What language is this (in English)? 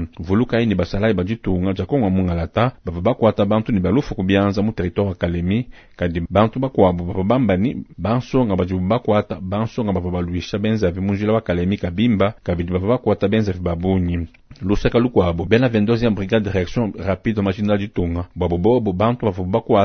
Luba-Lulua